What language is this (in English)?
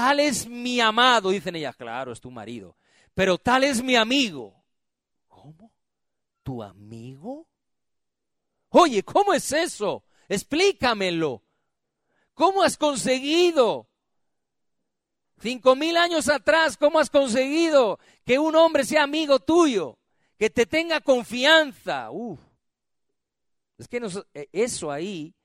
Spanish